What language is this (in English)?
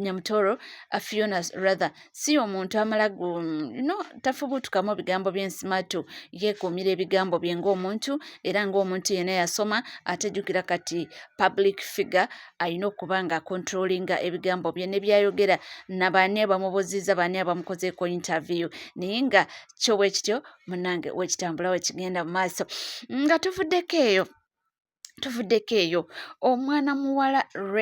Ganda